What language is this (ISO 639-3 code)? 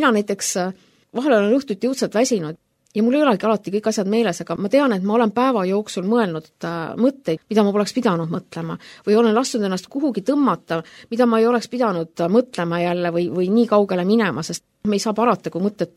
est